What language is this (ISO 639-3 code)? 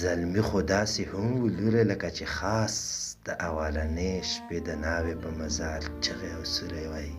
pus